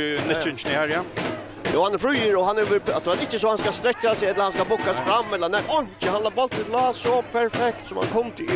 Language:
Faroese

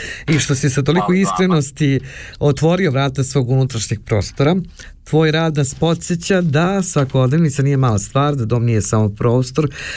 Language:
Serbian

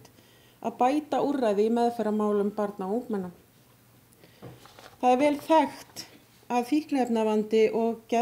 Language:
Icelandic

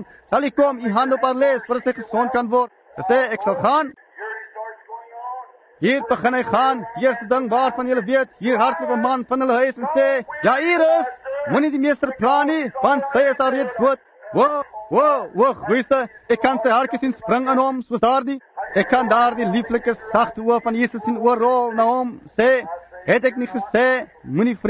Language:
Afrikaans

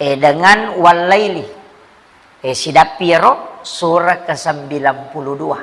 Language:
Buginese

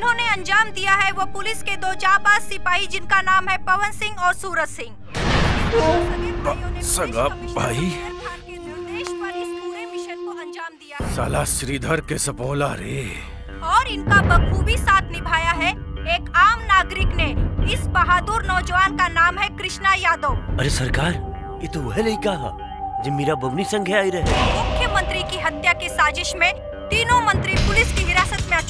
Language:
Bhojpuri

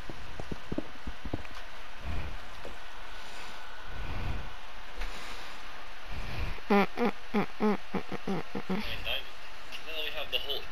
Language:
Croatian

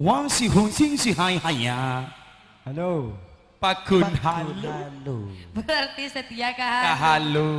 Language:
Madurese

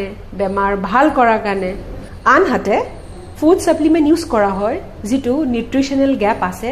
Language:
Assamese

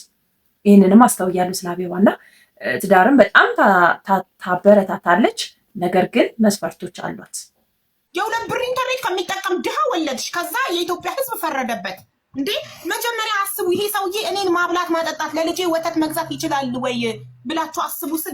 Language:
Amharic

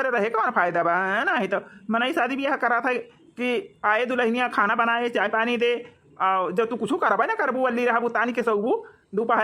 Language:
Awadhi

